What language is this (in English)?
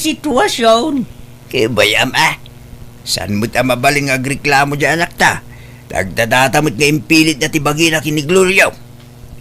Iloko